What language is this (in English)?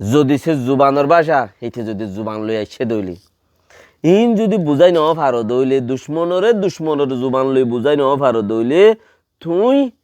Rohingya